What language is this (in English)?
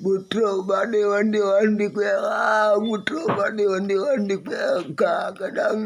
Achinese